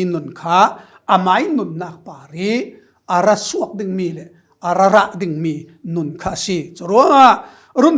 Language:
Falam Chin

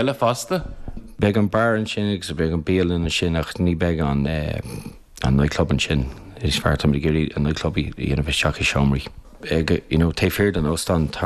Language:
Irish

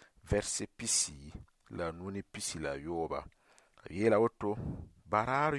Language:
Mossi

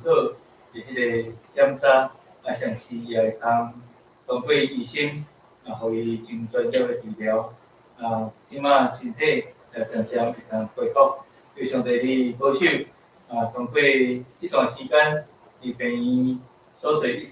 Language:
Min Nan Chinese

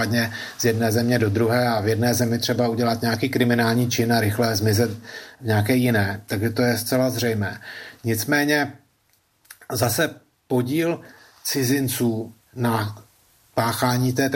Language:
Czech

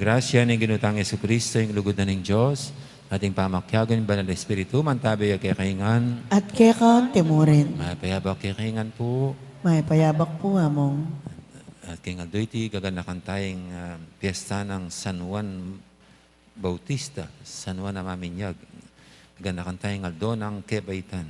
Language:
Pampanga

